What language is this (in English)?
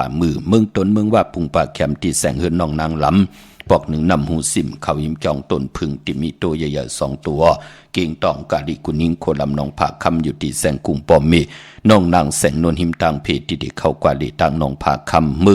Shan